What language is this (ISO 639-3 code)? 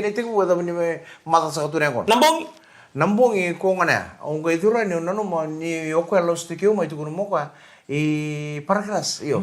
fij